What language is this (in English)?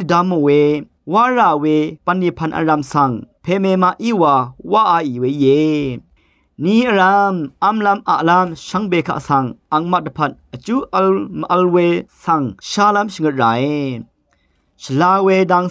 Rawang